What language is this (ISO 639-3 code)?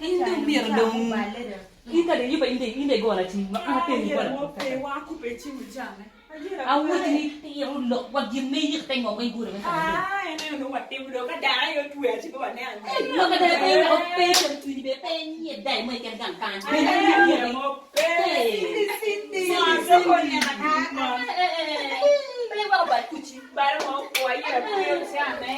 ach